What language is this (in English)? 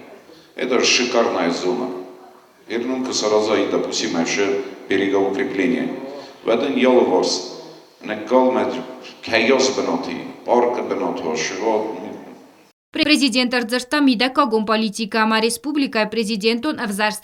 Ossetic